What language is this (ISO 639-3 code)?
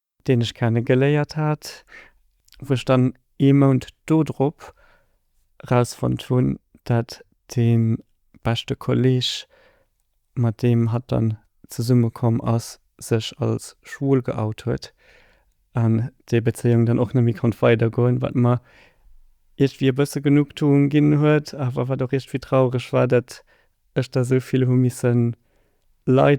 ltz